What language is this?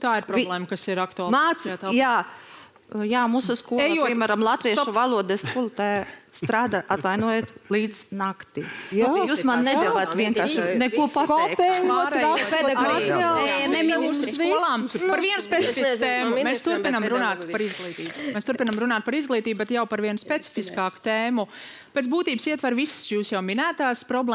Latvian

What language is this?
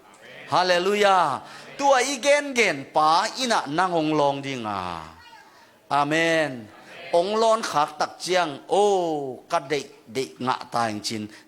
Tedim Chin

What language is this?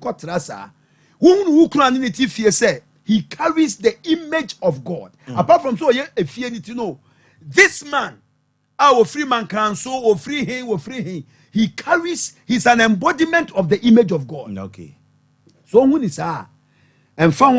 Akan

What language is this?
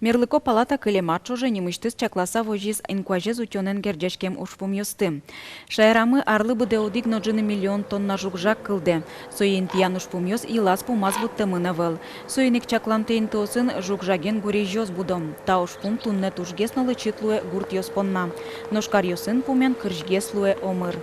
Udmurt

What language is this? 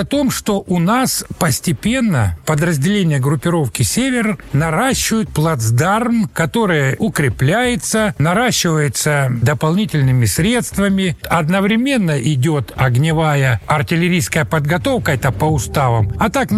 Russian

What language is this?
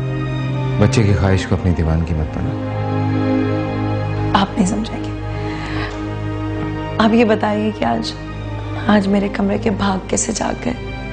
Hindi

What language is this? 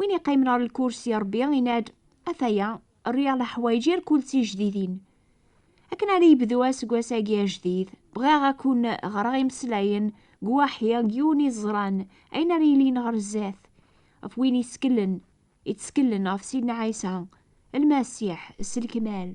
Kabyle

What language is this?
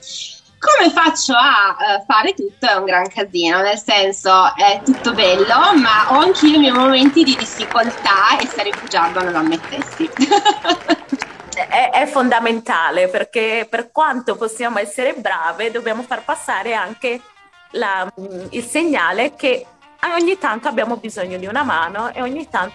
Italian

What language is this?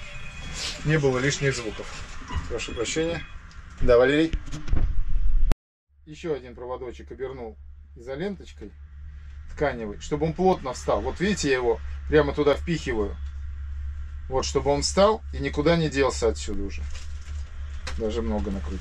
Russian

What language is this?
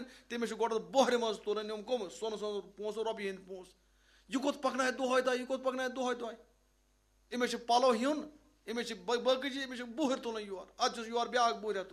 Kashmiri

